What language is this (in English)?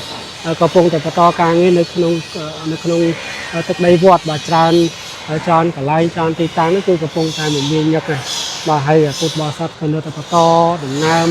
Khmer